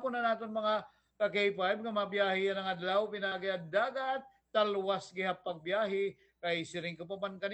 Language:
Waray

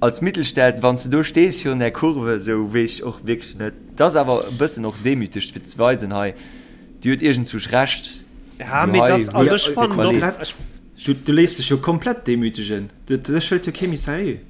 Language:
Luxembourgish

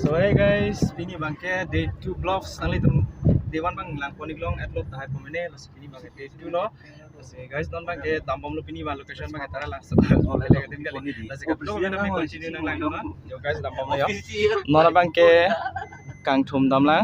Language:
Karbi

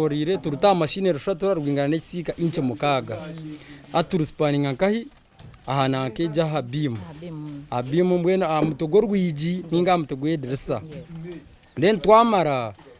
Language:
Nyankole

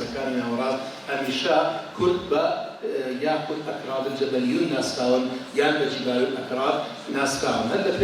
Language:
Central Kurdish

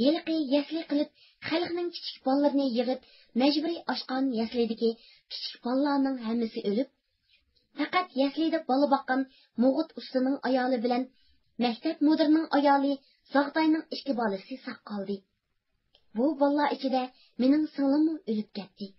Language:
Uyghur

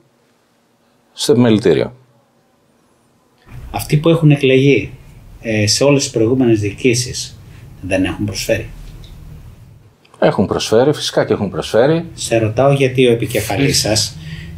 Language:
Greek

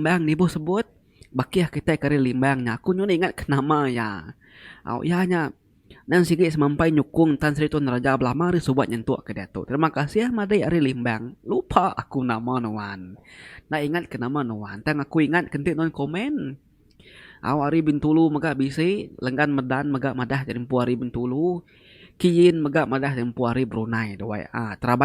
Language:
Iban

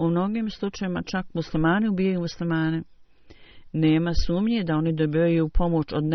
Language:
Bosnian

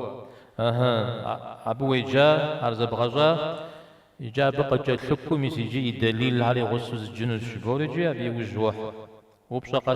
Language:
Kabardian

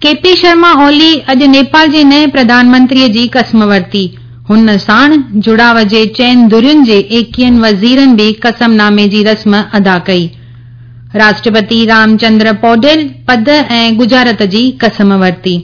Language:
Sindhi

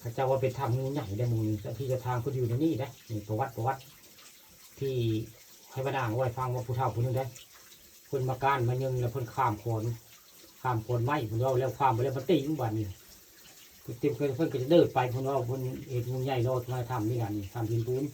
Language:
Northeastern Thai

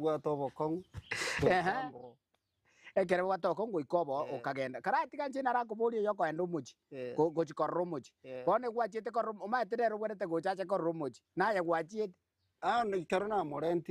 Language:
Gusii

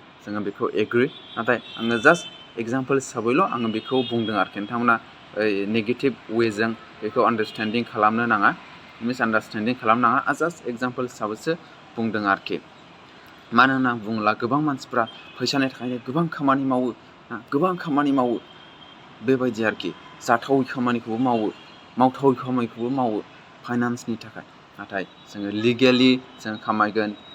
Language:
Bodo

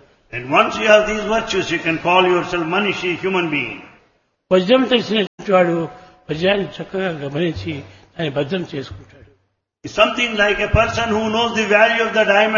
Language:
Telugu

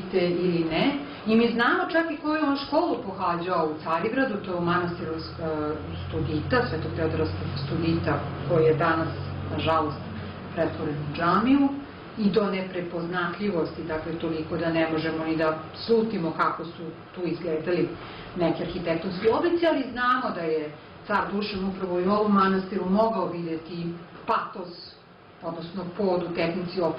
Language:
Serbian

